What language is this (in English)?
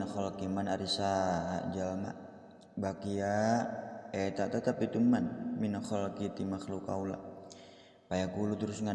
Sundanese